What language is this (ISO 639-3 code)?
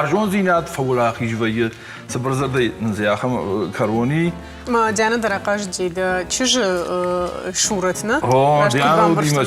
oss